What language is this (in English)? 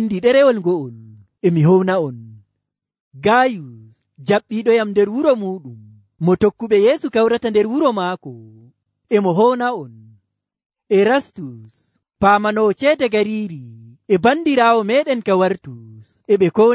Nigerian Fulfulde